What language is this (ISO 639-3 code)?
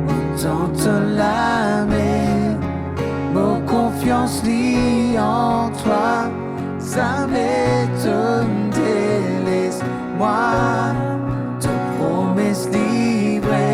mfe